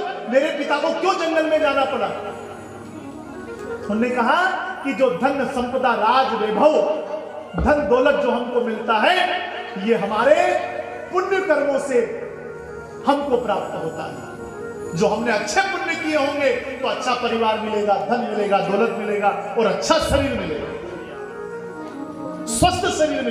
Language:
Hindi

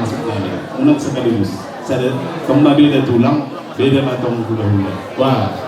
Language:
Batak Toba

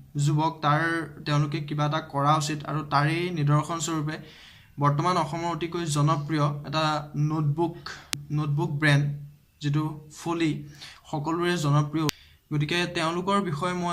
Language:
Assamese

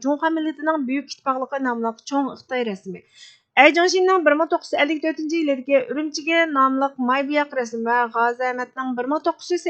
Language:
Uyghur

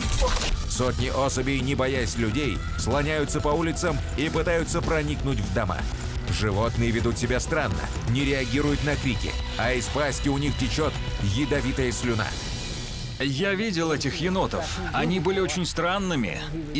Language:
Russian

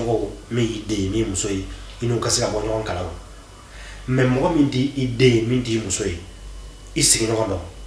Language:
Bambara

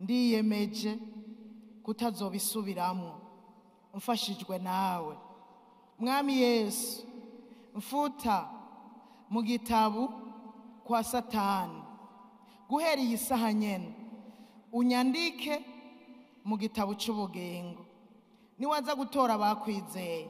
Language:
Rundi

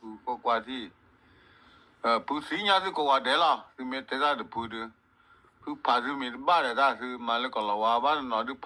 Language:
S'gaw Karen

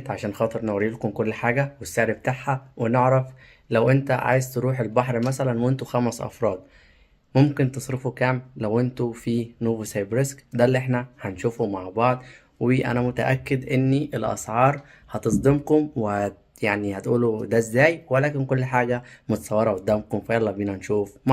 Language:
Egyptian Arabic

